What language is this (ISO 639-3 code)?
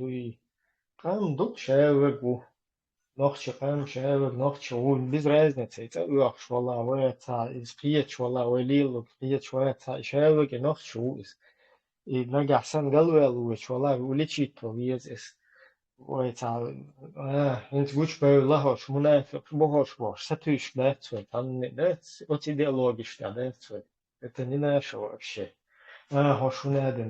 che